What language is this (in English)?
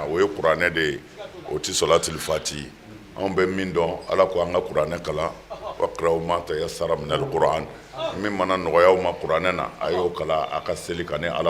Bambara